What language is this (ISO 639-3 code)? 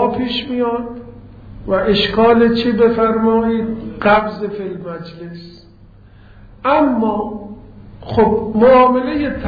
fas